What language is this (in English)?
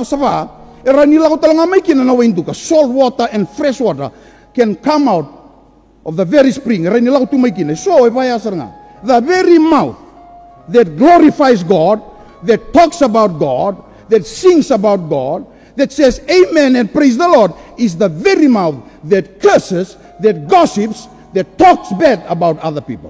Fijian